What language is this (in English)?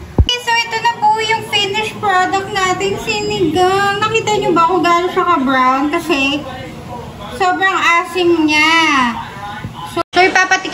Filipino